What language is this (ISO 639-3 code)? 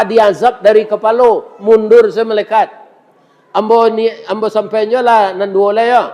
min